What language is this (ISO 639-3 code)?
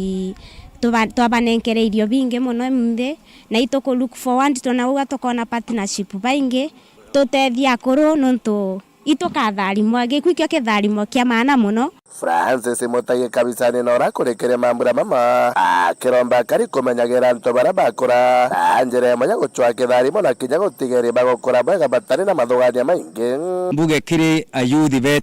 mer